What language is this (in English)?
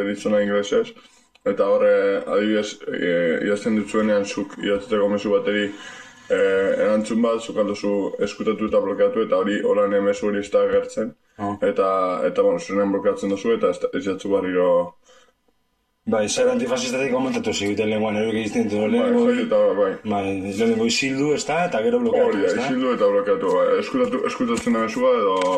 Basque